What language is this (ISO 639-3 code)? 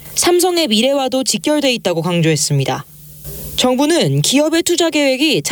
kor